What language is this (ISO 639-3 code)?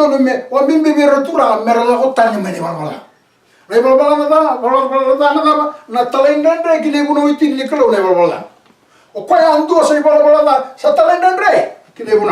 fij